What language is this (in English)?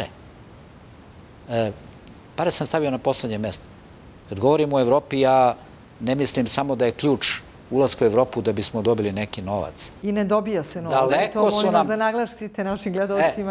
Serbian